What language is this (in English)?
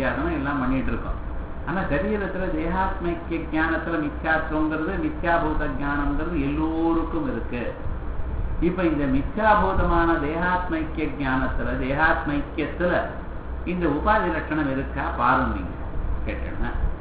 Tamil